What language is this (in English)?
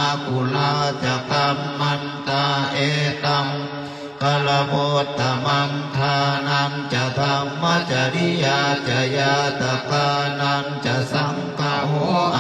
Pali